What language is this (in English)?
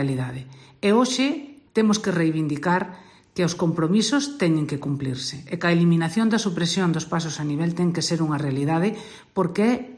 Galician